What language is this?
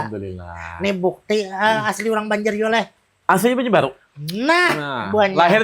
Banjar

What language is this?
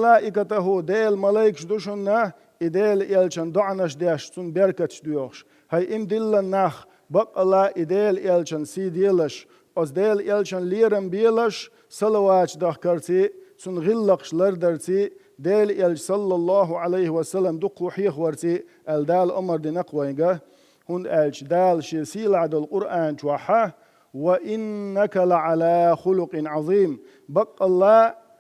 Chechen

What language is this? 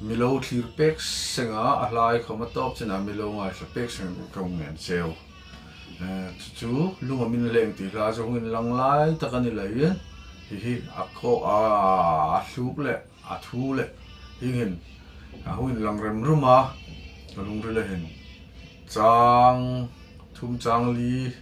Hmar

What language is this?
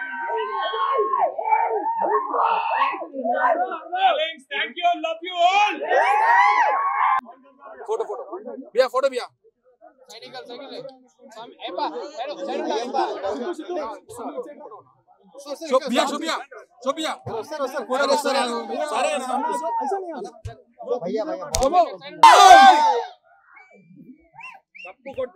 Telugu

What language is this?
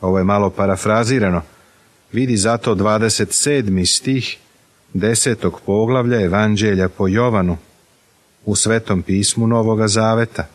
Serbian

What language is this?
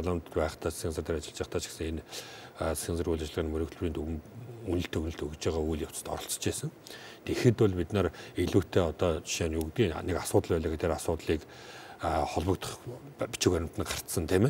Mongolian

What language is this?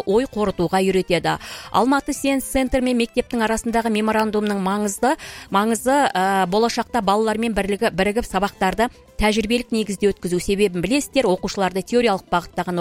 Kazakh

